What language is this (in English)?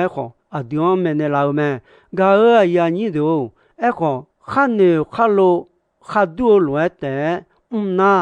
Akha